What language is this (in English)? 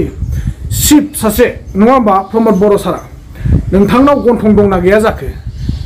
Bodo